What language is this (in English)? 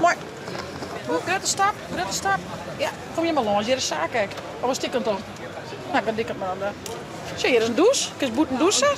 Western Frisian